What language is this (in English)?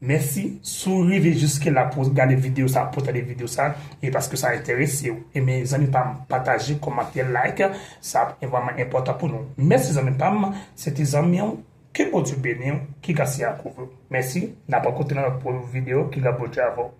Haitian Creole